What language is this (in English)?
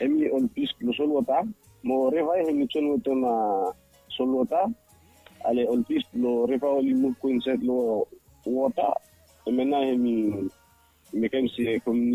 Bislama